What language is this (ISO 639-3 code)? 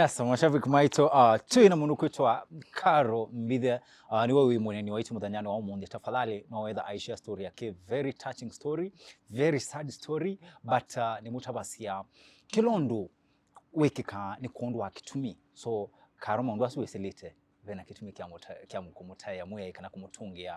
kam